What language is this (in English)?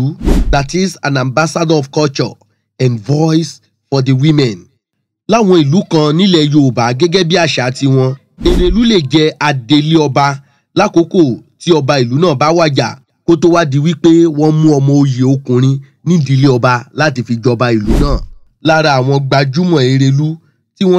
Yoruba